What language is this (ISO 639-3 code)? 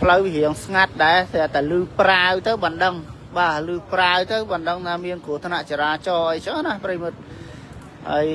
khm